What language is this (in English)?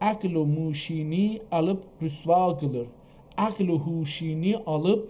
South Azerbaijani